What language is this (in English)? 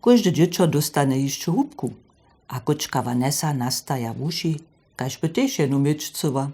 Upper Sorbian